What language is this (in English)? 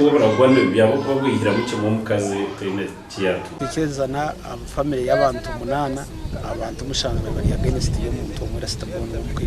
Nyankole